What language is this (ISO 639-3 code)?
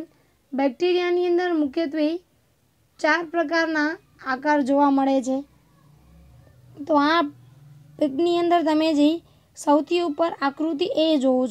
guj